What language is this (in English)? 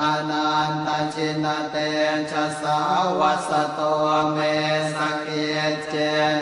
Pali